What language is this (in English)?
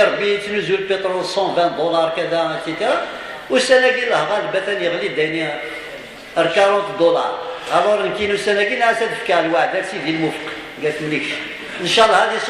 Kabyle